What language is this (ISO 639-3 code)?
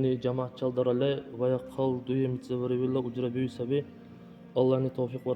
dar